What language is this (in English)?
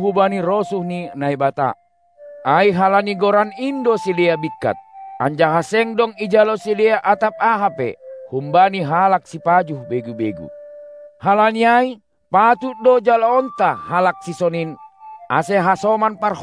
Batak Simalungun